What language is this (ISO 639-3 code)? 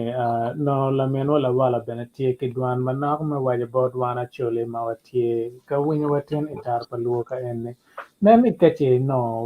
ach